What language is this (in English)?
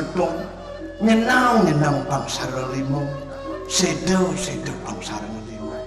Balinese